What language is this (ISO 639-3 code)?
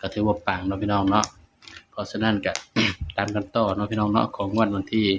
lao